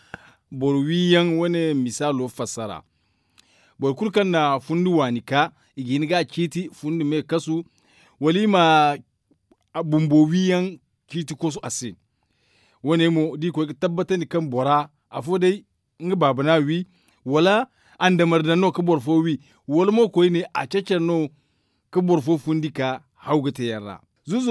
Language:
Zarma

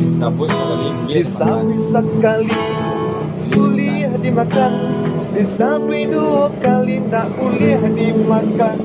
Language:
Minangkabau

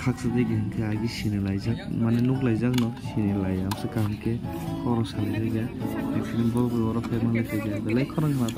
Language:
Kok Borok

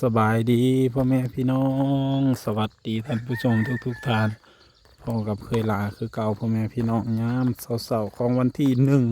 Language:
Northeastern Thai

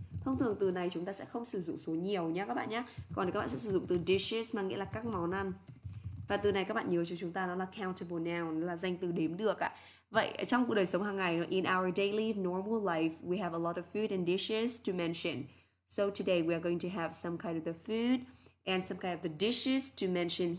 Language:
Vietnamese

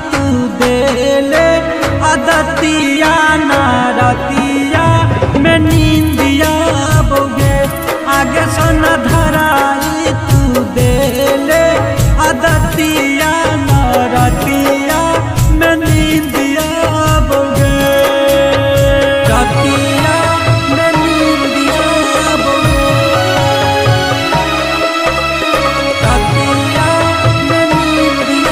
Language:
Bhojpuri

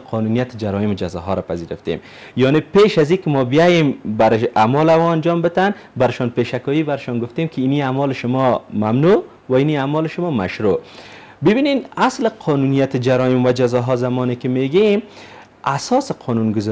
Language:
Persian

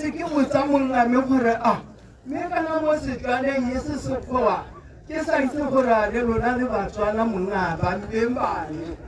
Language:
Tswana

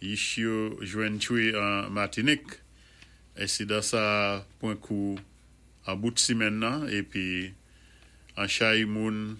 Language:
Saint Lucian Creole French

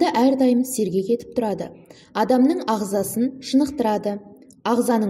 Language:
Kazakh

